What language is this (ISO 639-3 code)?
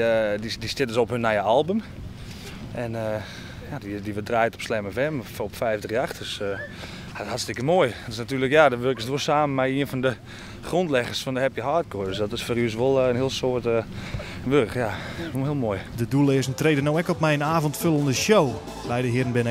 fry